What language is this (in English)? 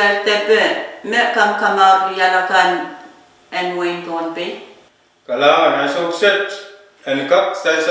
Pohnpeian